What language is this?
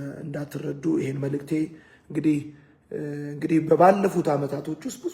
Amharic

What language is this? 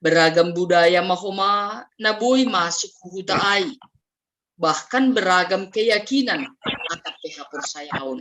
Batak Simalungun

